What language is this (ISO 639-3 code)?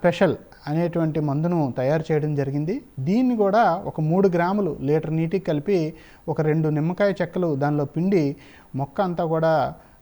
tel